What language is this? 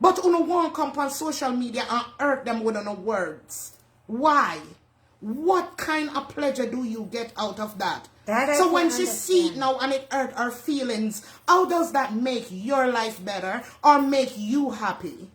Jamaican Creole English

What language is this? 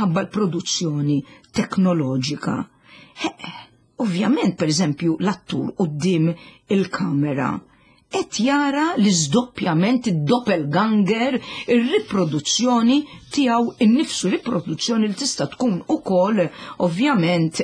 Maltese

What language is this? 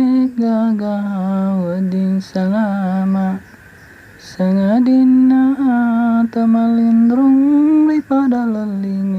Buginese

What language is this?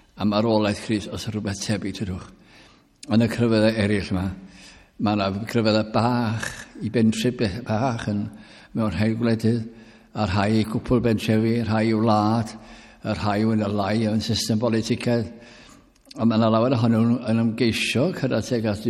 Welsh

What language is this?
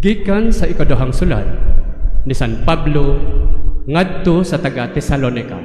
Cebuano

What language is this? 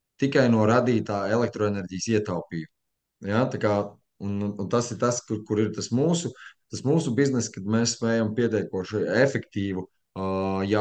Latvian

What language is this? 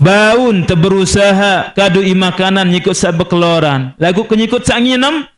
Sasak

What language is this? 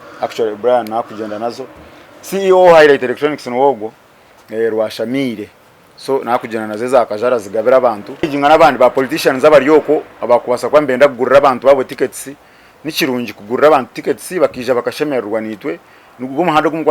Nyankole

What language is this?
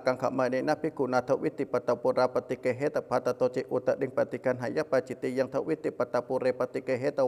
Pali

